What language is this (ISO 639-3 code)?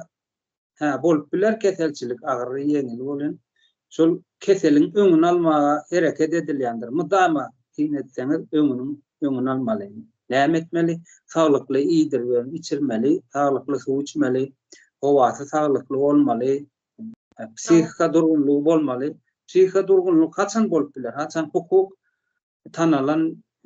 tuk